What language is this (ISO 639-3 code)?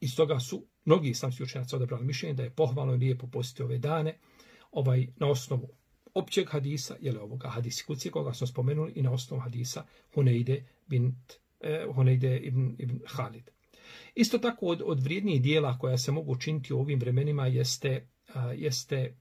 bos